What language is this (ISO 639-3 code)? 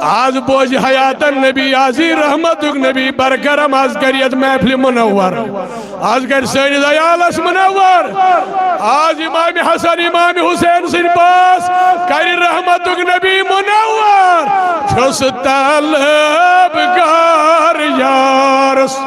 kas